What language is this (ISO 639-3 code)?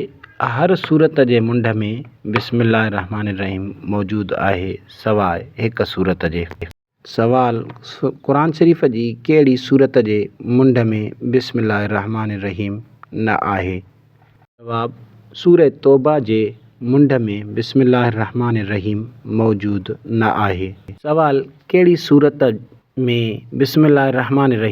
snd